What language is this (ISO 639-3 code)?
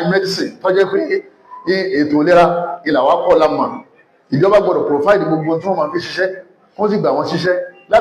yor